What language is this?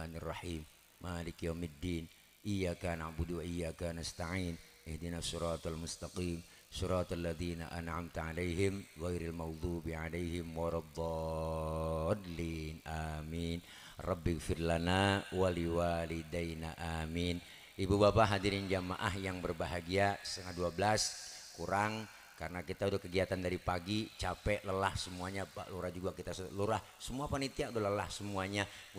Betawi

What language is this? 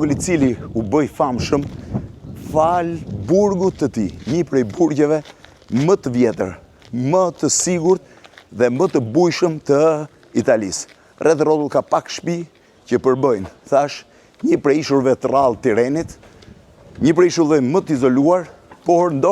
Albanian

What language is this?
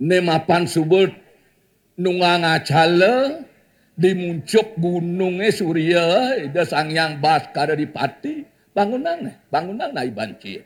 Balinese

